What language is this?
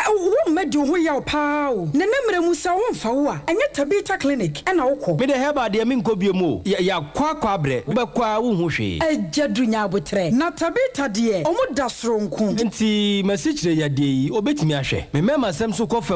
Akan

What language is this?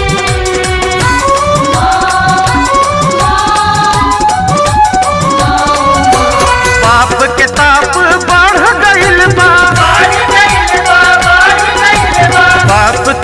Bhojpuri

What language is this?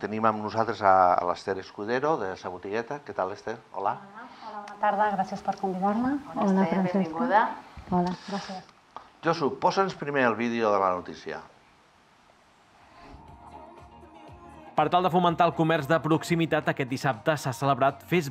Catalan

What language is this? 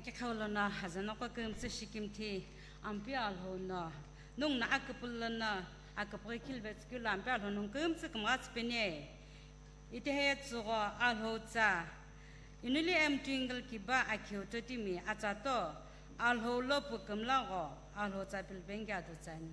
Sumi Naga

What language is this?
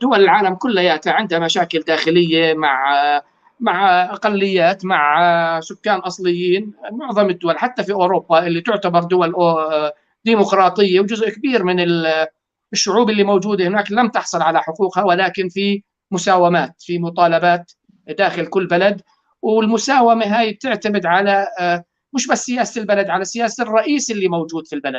North Levantine Arabic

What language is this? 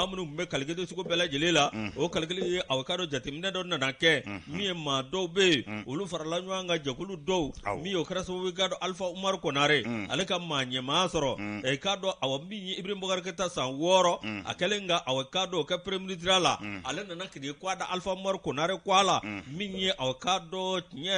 Bambara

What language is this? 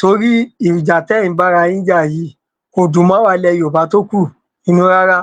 Yoruba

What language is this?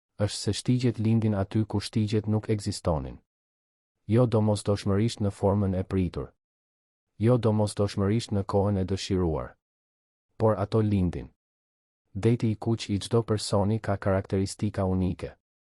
Albanian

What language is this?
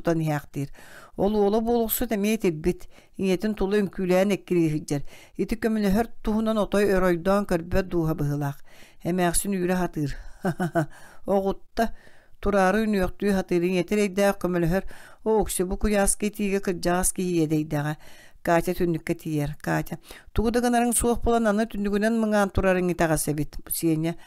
Yakut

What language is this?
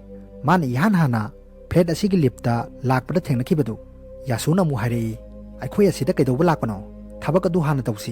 Manipuri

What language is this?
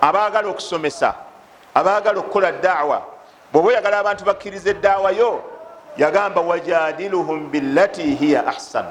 Ganda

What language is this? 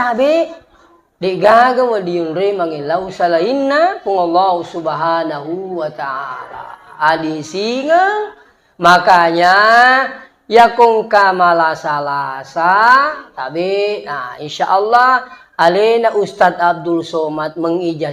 Buginese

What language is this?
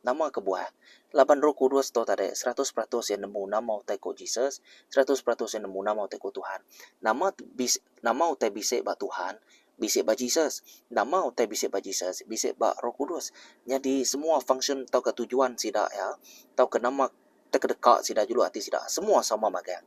Iban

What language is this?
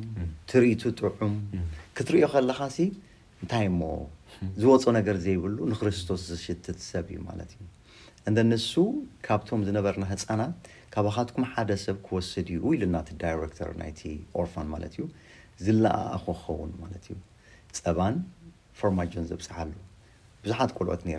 Tigrinya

